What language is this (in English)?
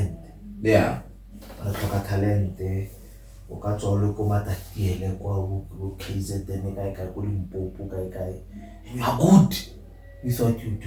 Tswana